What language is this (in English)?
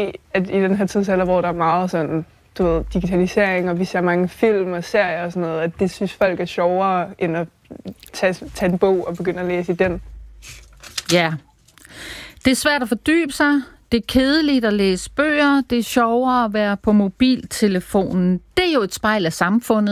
Danish